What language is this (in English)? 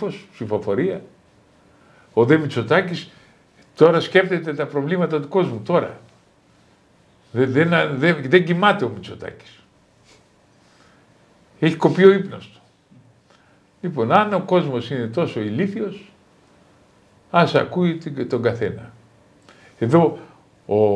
Greek